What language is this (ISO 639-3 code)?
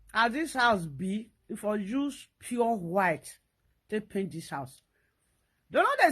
pcm